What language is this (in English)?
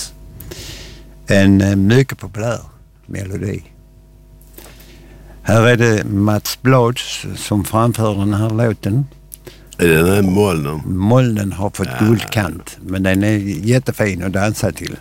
Swedish